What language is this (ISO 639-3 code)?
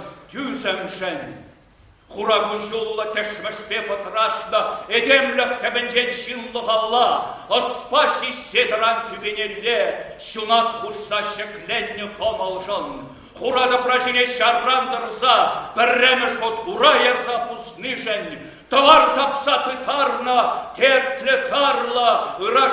chv